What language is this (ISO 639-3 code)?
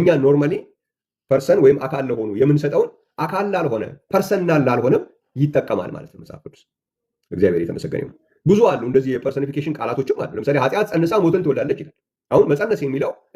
amh